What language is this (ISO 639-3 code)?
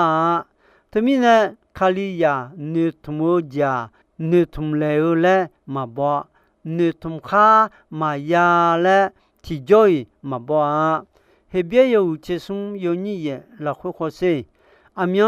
ahk